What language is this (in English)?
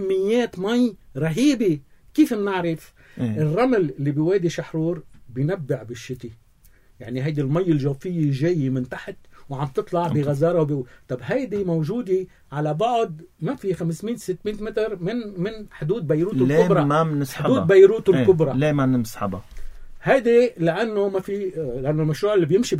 North Levantine Arabic